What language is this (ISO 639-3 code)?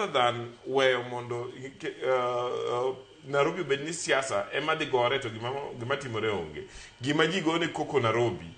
luo